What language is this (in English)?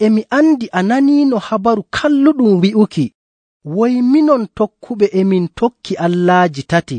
Nigerian Fulfulde